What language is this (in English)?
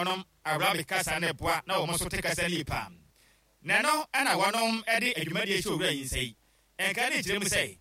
Akan